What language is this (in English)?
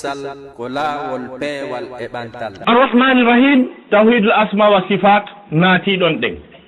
Fula